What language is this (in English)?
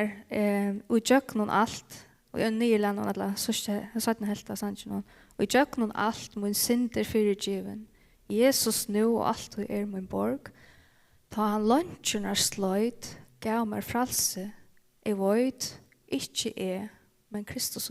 Faroese